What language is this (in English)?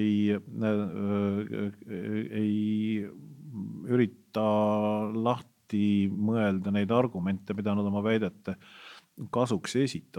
Estonian